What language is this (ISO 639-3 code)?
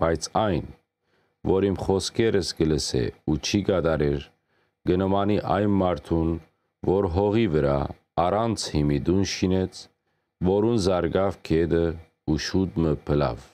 hyw